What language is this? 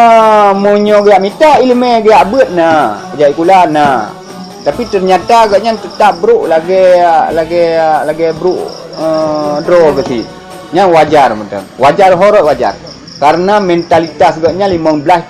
Achinese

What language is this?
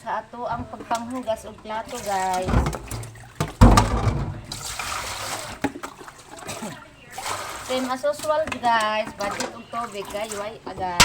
Cebuano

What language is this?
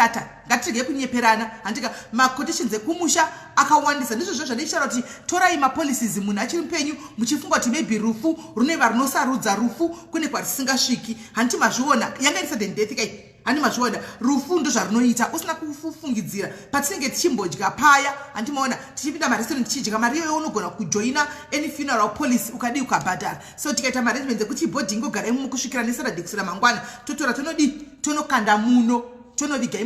Shona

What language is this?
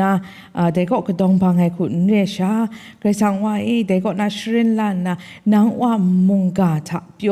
Kachin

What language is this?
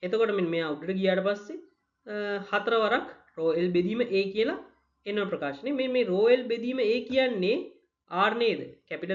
Sinhala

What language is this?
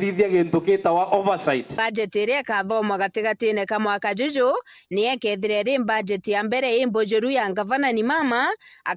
Meru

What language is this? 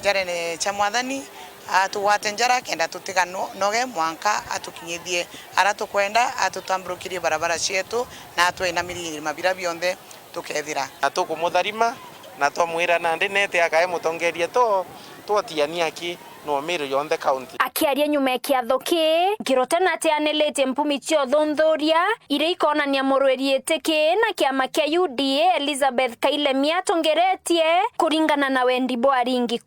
Meru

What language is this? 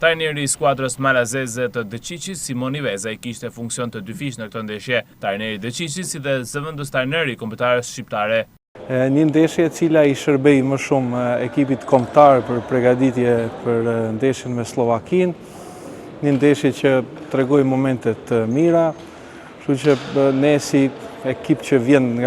Albanian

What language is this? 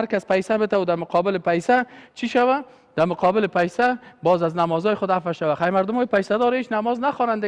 Persian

